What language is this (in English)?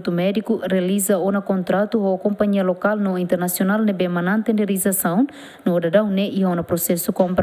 Tetum